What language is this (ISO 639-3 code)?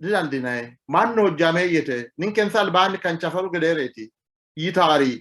sid